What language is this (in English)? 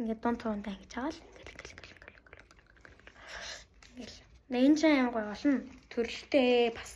Mongolian